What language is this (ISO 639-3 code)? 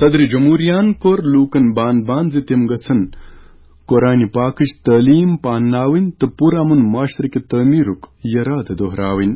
kas